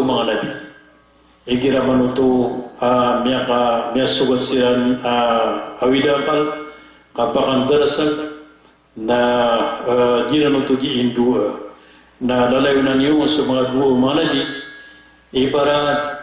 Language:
Maranao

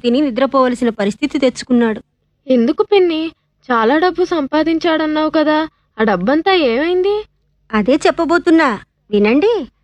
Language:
Telugu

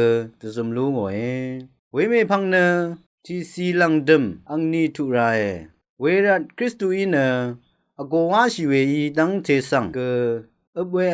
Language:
Rawang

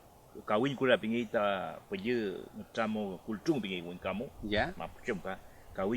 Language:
Mapuche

